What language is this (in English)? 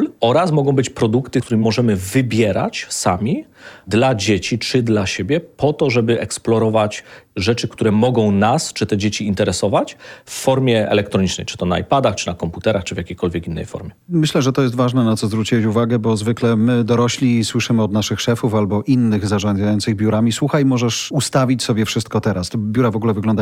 Polish